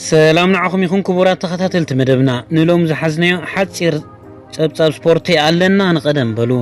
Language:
Tigrinya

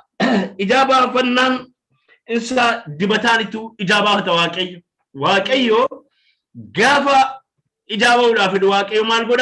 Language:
Oromo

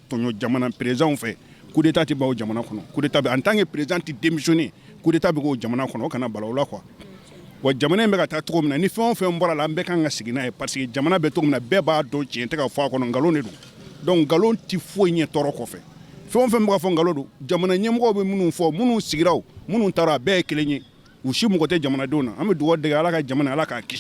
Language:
Bambara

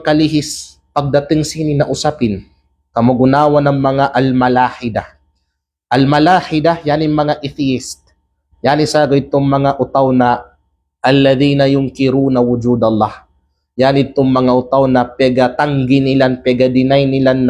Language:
Kalagan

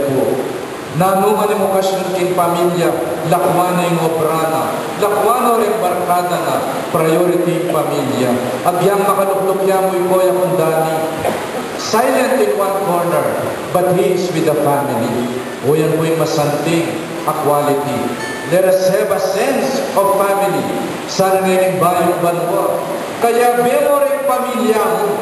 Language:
Pampanga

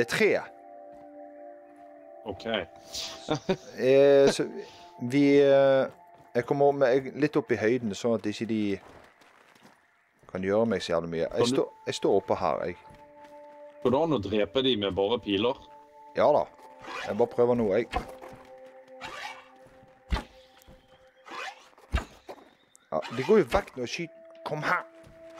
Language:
Norwegian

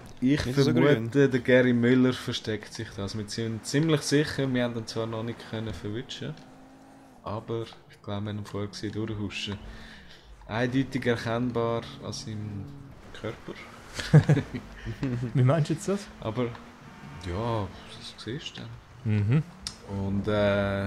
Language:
Swiss German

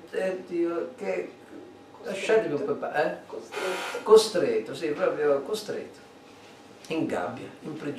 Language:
Italian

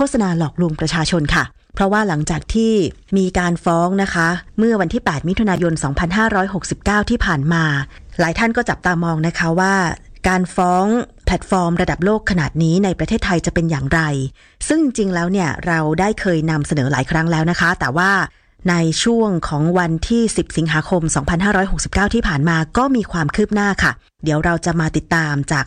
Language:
Thai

